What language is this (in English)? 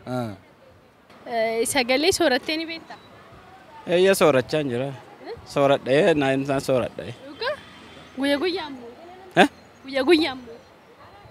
Oromo